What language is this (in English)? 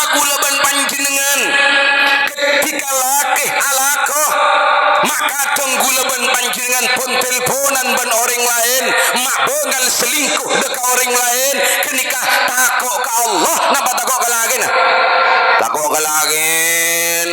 Madurese